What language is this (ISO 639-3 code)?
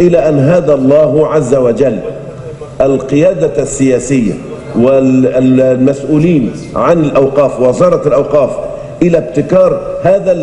ara